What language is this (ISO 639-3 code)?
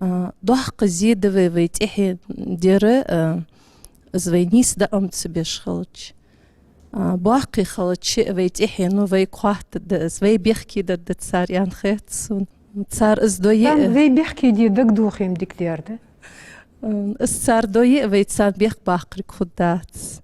inh